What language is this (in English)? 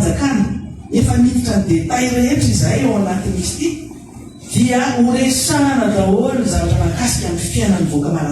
Malagasy